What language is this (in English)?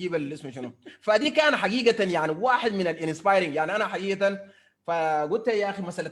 Sudanese Arabic